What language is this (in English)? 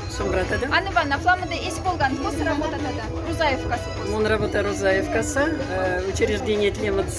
Moksha